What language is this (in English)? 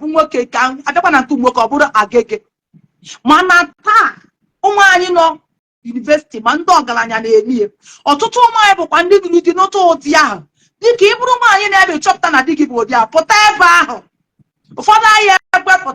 Igbo